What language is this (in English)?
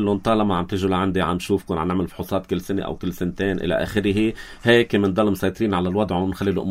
North Levantine Arabic